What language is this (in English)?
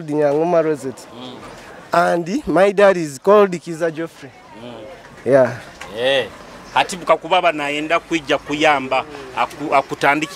Nyoro